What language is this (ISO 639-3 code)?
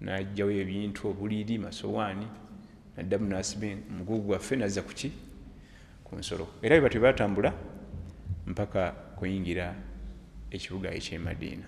lug